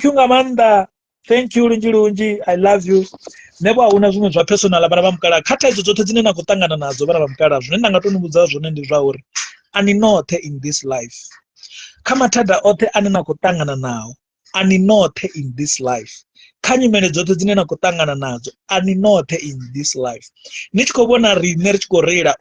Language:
Venda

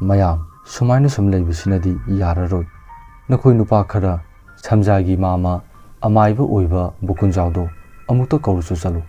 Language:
Manipuri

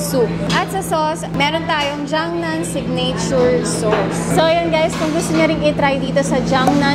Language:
Filipino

